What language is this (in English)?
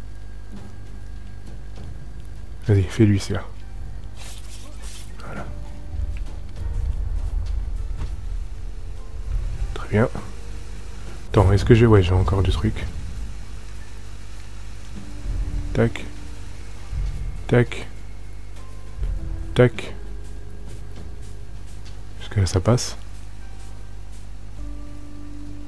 French